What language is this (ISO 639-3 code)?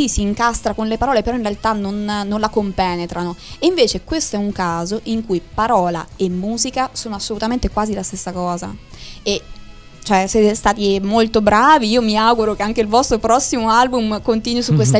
ita